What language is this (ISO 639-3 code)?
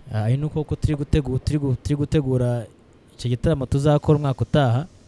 kin